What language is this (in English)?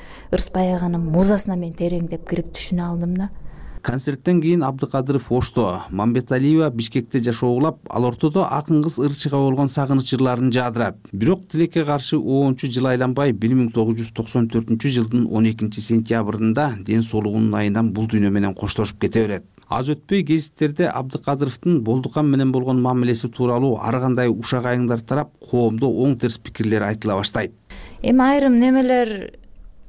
Kyrgyz